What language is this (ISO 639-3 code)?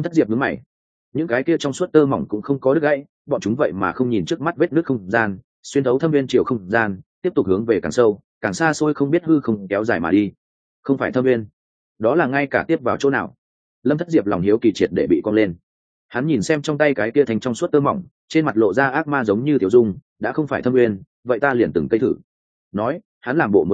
vie